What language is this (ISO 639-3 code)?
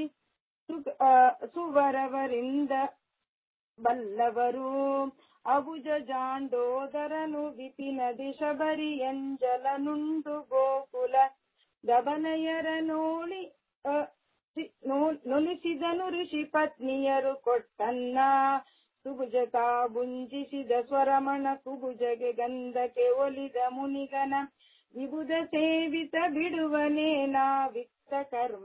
kan